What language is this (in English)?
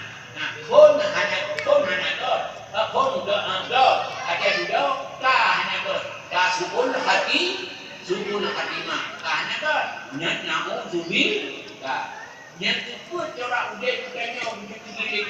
Achinese